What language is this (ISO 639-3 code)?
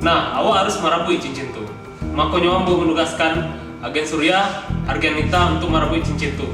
min